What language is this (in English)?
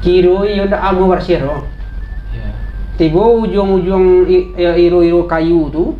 Minangkabau